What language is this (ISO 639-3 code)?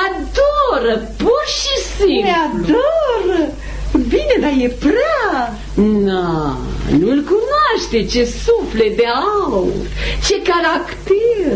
ron